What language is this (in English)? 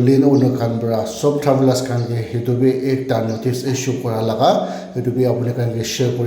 Naga Pidgin